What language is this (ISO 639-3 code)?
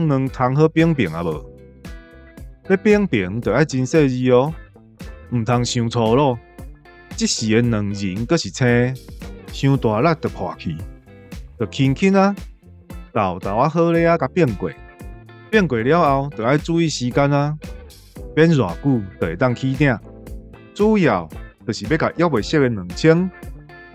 nan